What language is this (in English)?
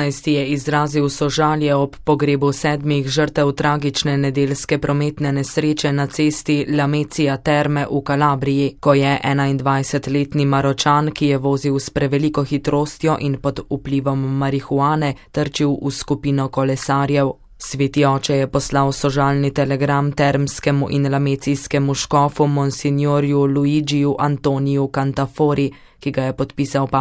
Slovenian